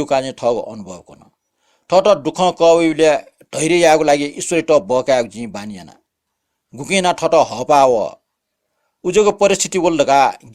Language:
Newari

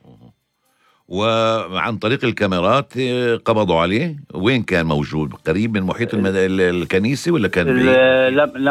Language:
North Levantine Arabic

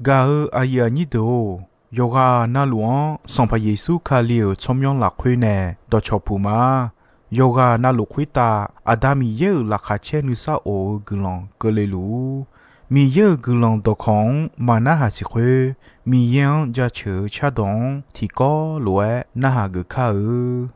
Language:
Akha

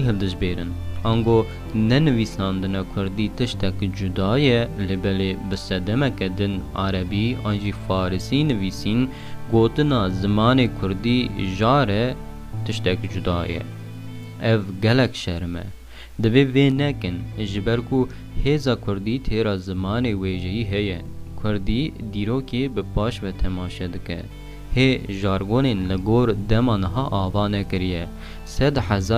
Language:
Kurdish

